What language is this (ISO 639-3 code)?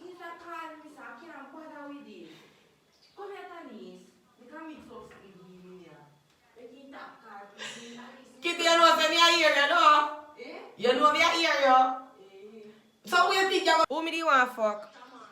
jam